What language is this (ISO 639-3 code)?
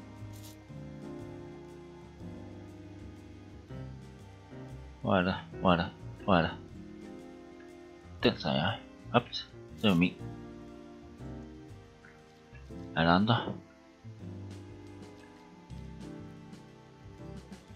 dan